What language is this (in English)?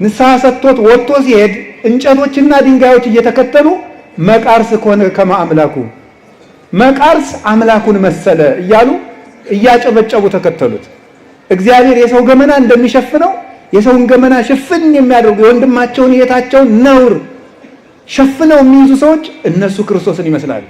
Amharic